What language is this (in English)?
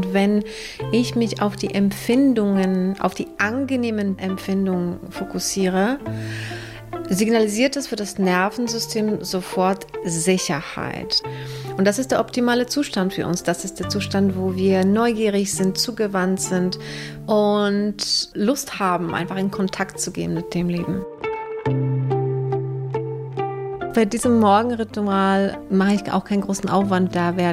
German